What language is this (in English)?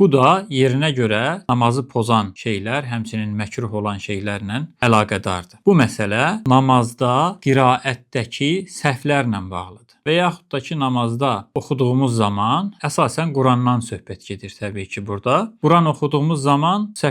Azerbaijani